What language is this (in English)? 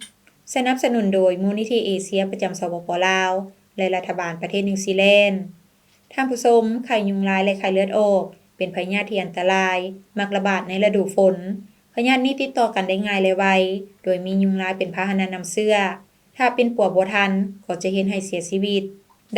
Lao